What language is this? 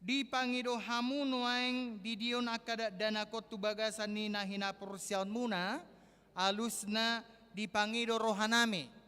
Batak Toba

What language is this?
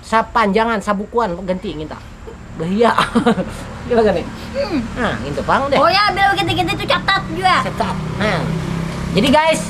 Banjar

